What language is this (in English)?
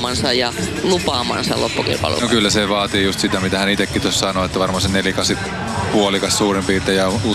Finnish